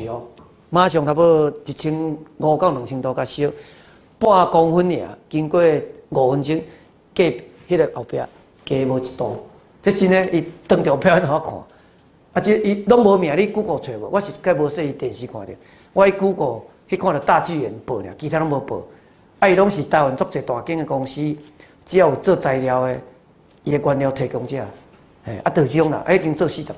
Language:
Min Nan Chinese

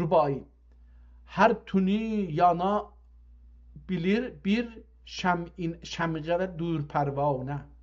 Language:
South Azerbaijani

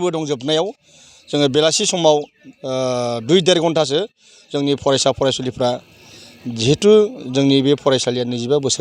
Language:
Bodo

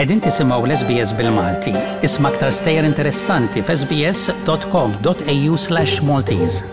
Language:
Maltese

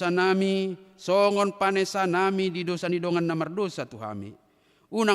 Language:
Batak Toba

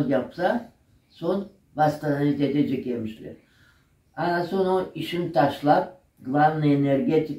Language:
Crimean Tatar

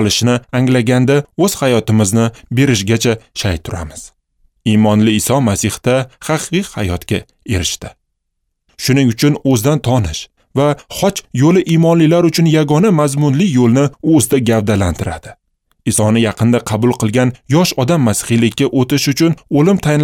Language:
Uzbek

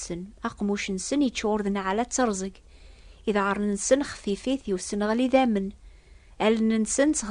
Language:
Kabyle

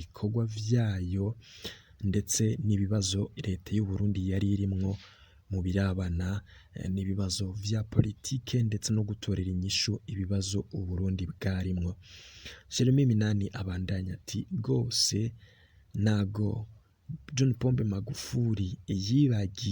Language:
Rundi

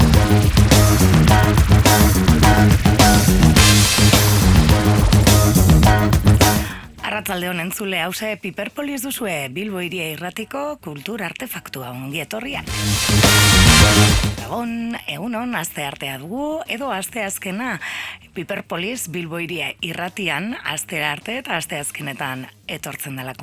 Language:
Basque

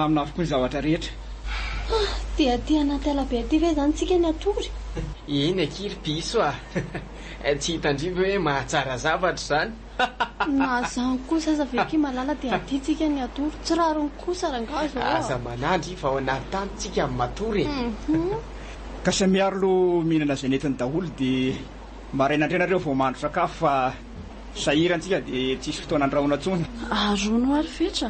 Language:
Malagasy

